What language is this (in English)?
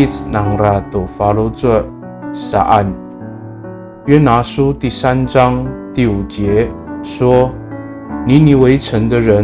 Amis